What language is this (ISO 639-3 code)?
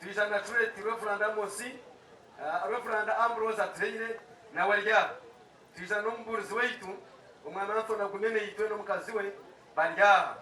nyn